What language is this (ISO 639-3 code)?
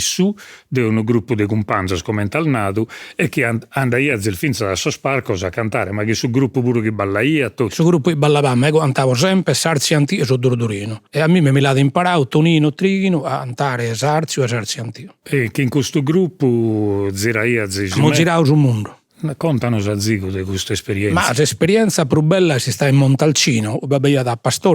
srd